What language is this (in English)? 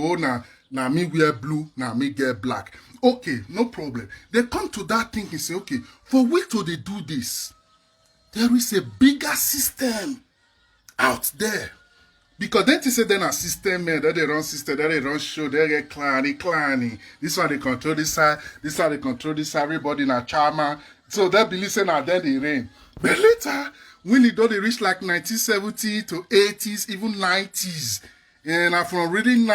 Nigerian Pidgin